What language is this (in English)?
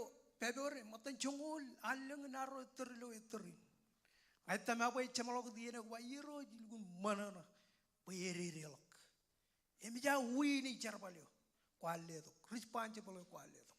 Marshallese